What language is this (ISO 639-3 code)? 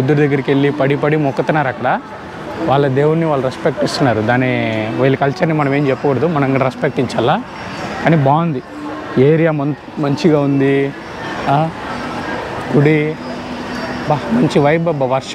tel